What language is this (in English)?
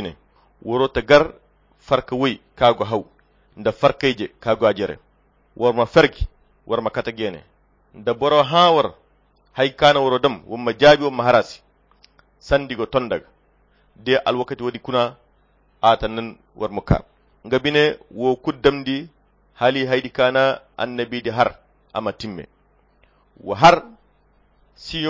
Koyra Chiini